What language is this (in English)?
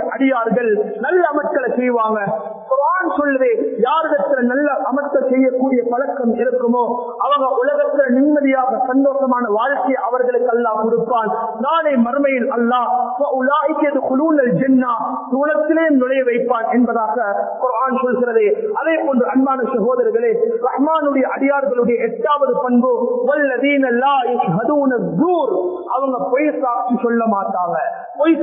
Tamil